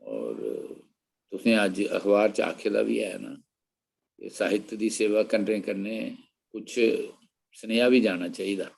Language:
Dogri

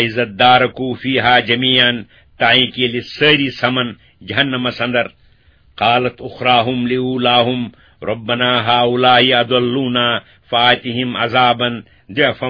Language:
Kashmiri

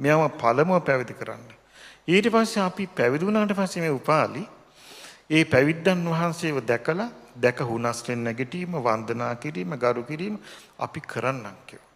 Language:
Sinhala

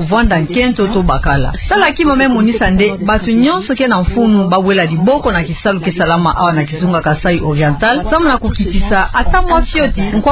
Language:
Kituba (Democratic Republic of Congo)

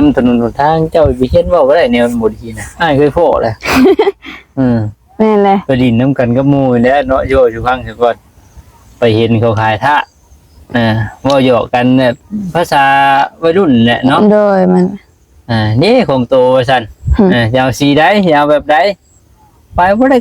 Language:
Lao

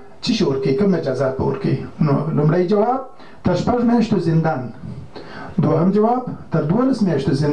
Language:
Pashto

